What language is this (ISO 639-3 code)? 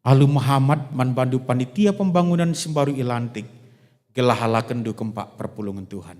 btx